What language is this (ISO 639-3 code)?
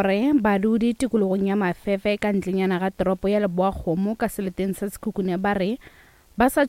nso